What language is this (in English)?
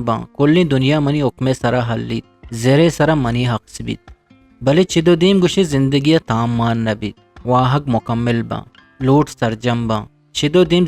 Eastern Balochi